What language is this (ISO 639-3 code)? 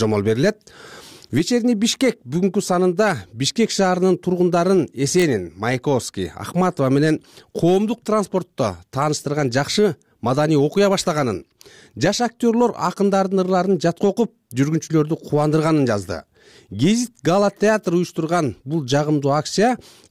kir